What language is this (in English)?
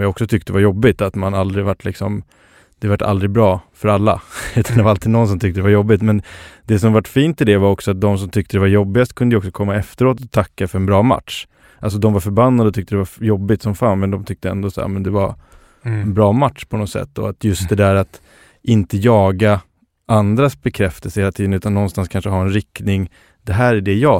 Swedish